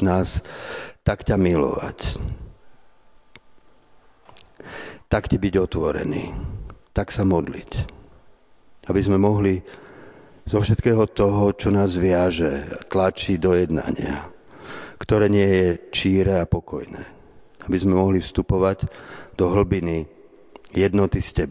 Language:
Slovak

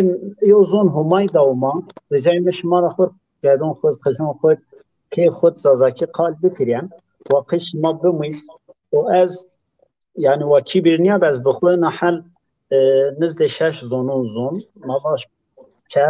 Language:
Zaza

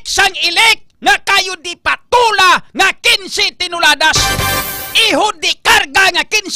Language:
Hiligaynon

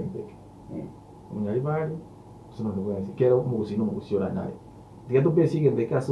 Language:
Gusii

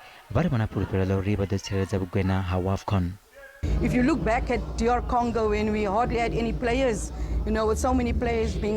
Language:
Venda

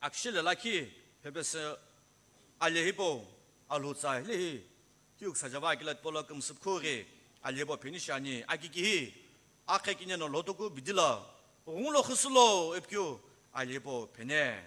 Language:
Sumi Naga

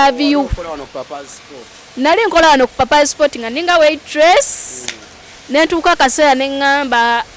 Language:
Ganda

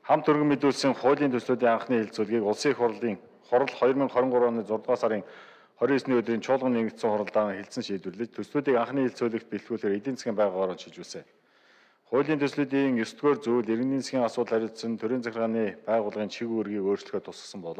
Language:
Mongolian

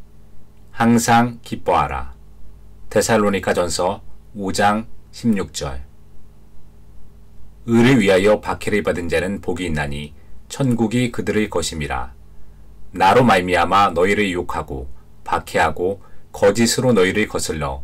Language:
Korean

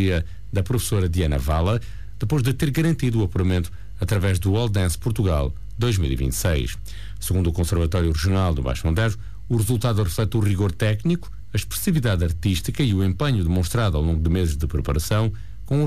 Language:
Portuguese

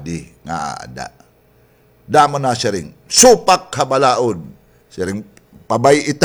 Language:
Waray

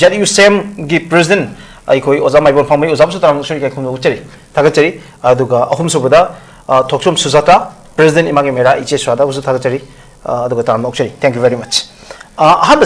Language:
Manipuri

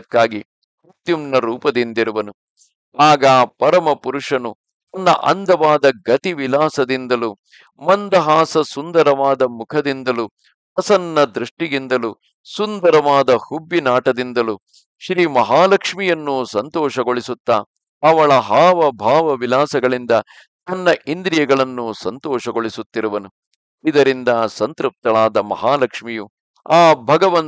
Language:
Kannada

